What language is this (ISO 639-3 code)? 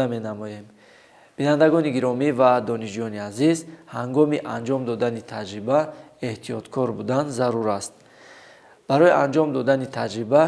tgk